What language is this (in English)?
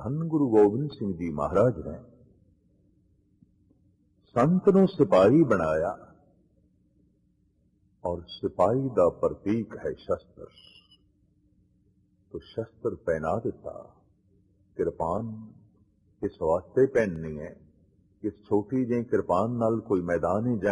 Punjabi